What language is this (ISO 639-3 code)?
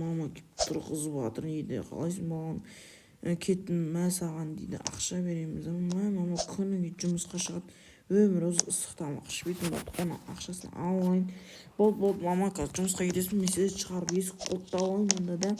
kaz